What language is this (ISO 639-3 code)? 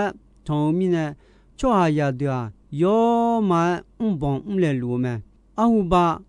ahk